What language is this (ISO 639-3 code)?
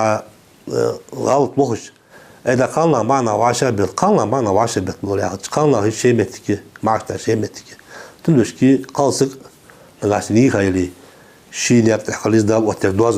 inh